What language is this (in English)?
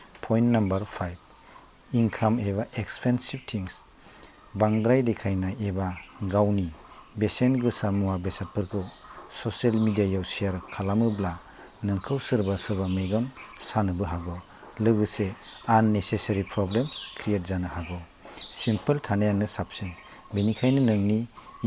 Bodo